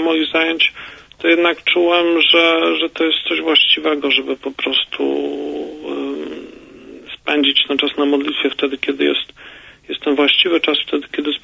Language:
Polish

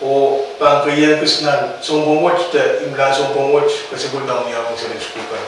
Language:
Pohnpeian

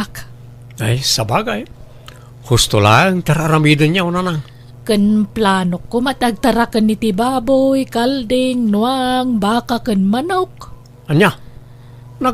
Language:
Iloko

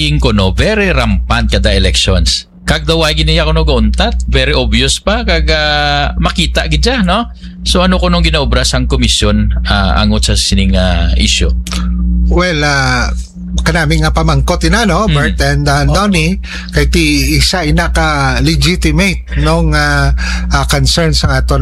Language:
Hiligaynon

